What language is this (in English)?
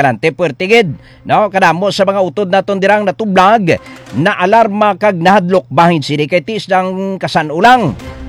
Hiligaynon